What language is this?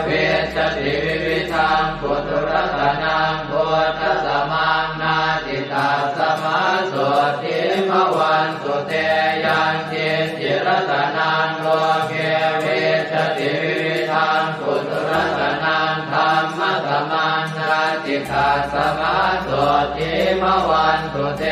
Pali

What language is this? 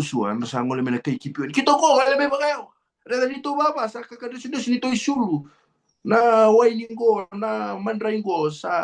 Fijian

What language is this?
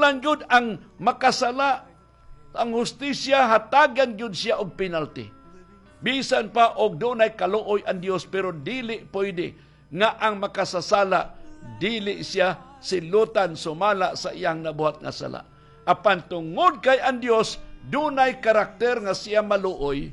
Cebuano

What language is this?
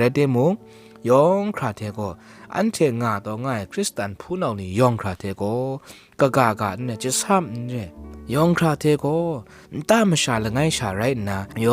Kachin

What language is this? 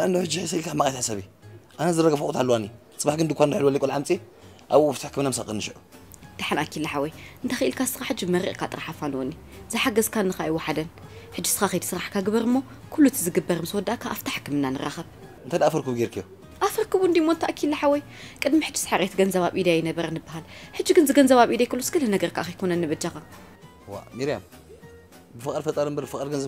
Tigrinya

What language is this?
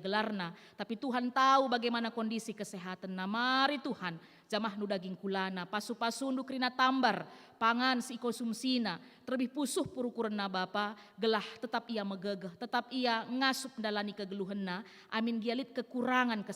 Batak Karo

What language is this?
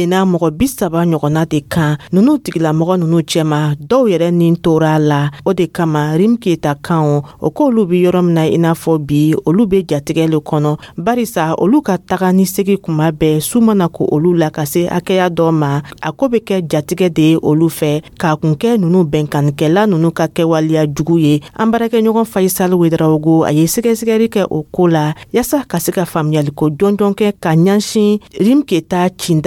Dyula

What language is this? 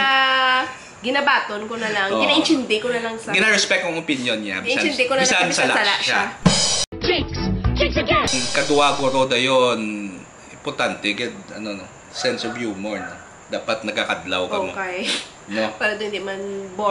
Hiligaynon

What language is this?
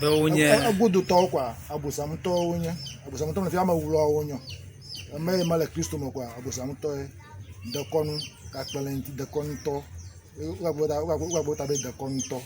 Ewe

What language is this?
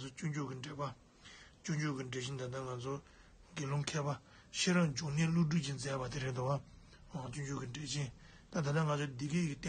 Tibetan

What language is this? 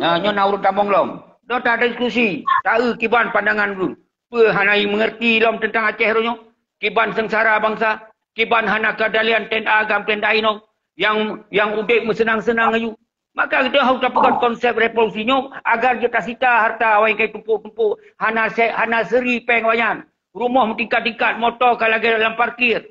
Achinese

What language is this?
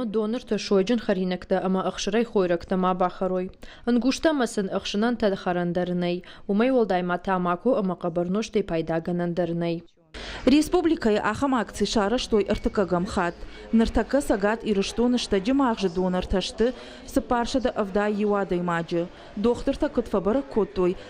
Ossetic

